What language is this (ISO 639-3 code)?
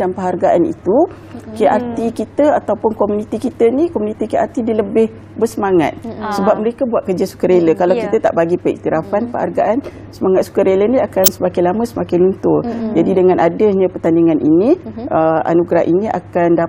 msa